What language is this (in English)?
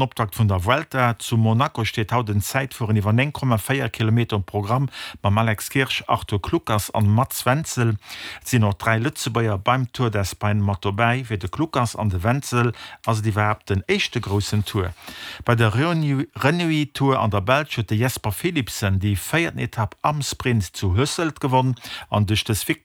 Luxembourgish